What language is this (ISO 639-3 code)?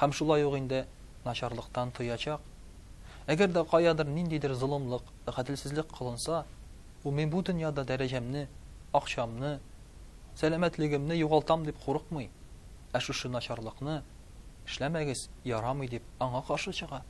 tat